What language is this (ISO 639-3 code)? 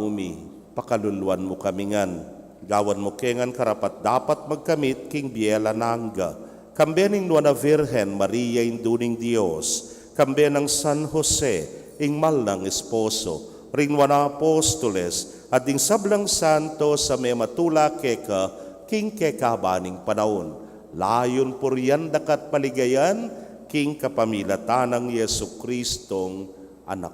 pam